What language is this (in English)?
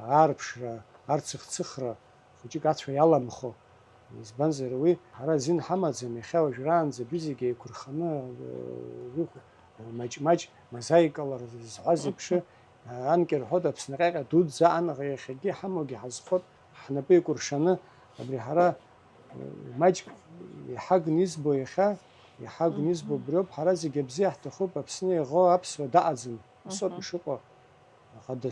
Abkhazian